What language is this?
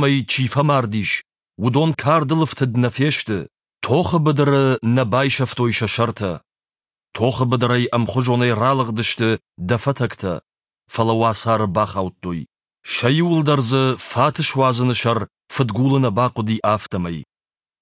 Ossetic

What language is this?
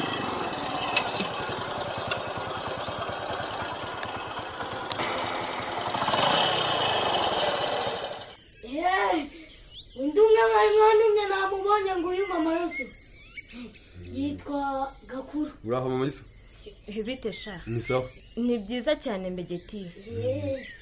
Kinyarwanda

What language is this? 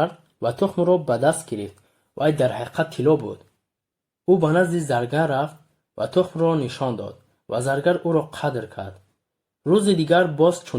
Tajik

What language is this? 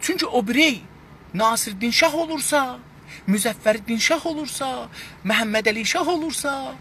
South Azerbaijani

